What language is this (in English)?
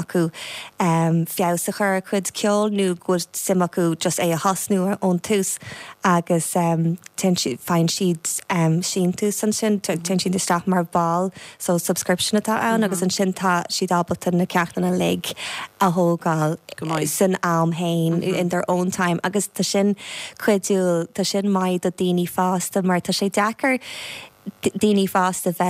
Irish